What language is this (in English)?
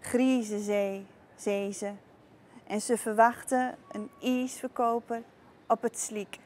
Gronings